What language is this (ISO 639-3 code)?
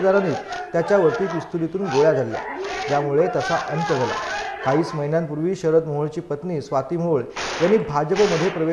mar